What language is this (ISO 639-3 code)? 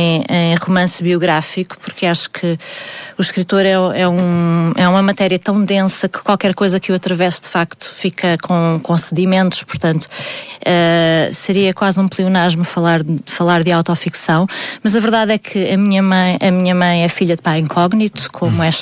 por